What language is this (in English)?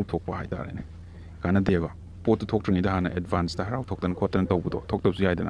Manipuri